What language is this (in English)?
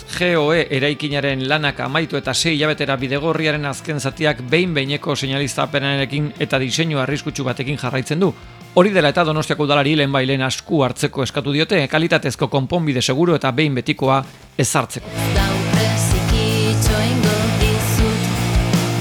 Basque